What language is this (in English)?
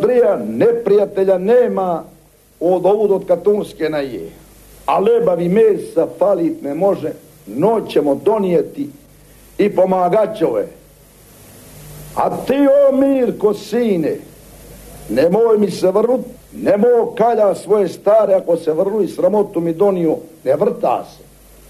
Serbian